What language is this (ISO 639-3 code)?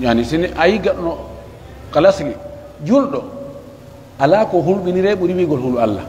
fuf